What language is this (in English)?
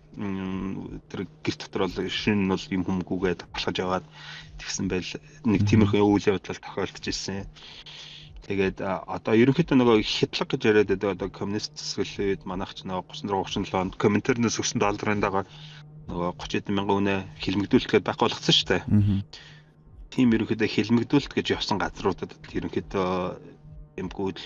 Mongolian